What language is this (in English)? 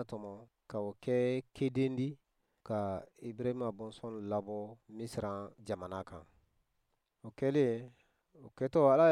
Bambara